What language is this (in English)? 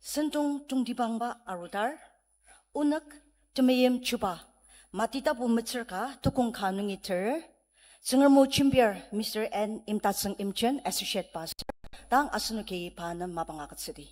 Ao Naga